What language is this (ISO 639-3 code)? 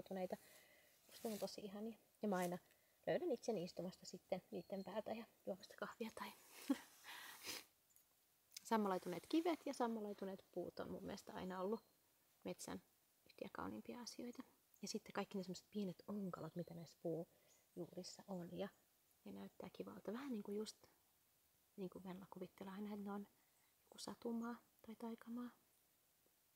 fin